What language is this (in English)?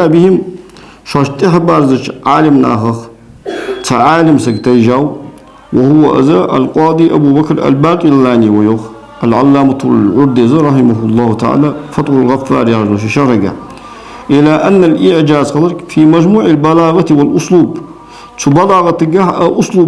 Ingush